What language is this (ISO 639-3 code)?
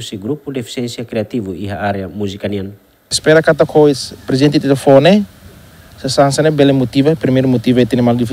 tet